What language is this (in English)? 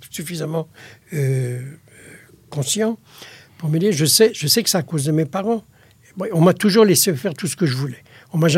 French